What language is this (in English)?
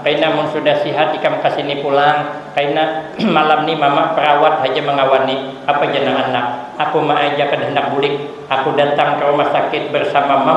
Banjar